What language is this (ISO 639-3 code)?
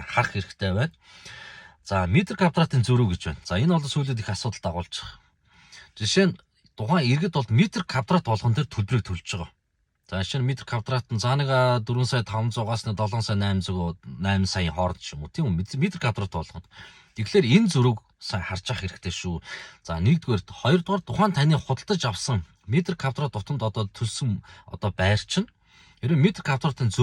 mon